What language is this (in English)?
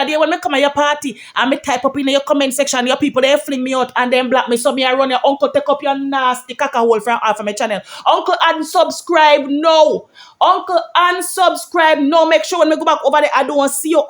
Jamaican Creole English